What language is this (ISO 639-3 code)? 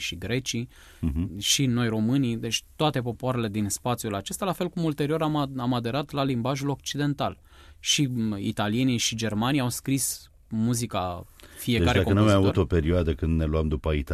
ron